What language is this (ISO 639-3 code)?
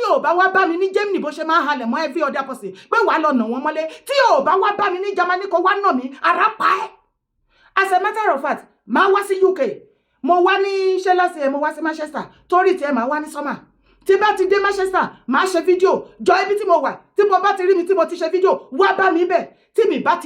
yor